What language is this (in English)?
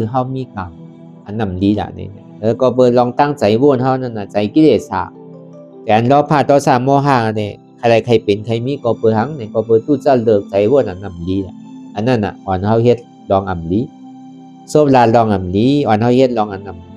Shan